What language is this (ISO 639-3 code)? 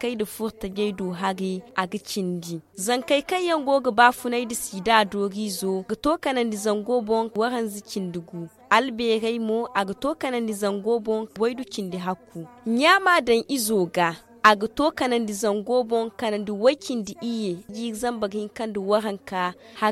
dje